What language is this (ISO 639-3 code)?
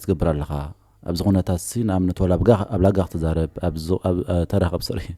tir